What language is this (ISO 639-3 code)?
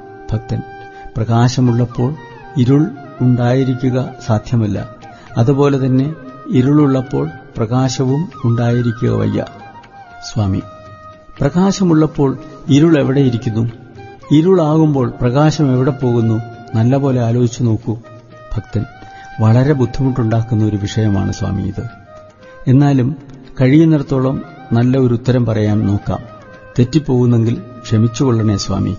mal